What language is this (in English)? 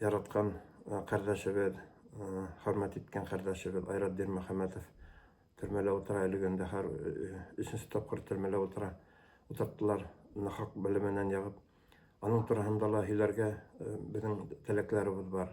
Bashkir